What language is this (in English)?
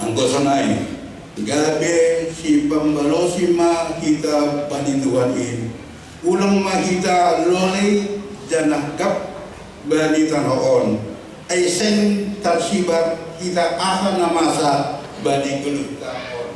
Batak Simalungun